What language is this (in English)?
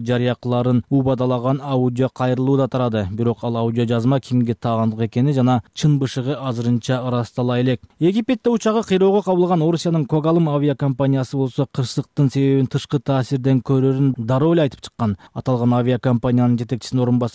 Kyrgyz